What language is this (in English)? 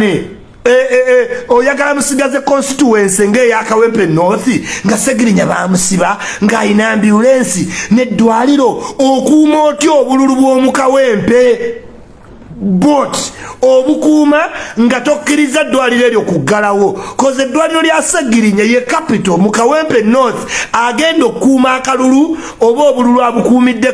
Ganda